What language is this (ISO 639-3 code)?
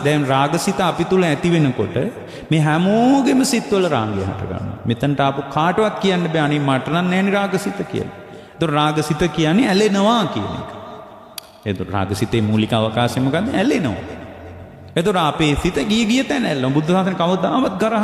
sin